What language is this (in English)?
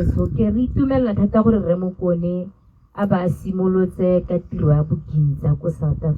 Tswana